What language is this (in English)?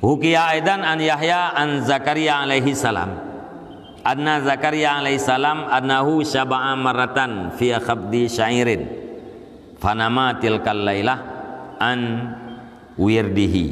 Achinese